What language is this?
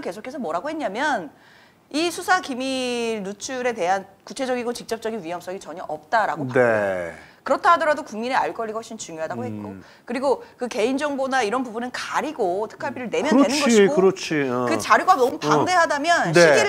Korean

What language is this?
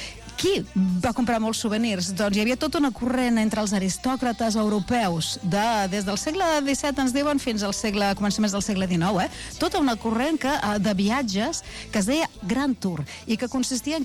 Catalan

